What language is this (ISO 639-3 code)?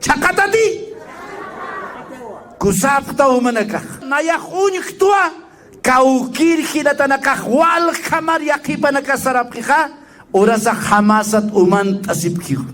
aym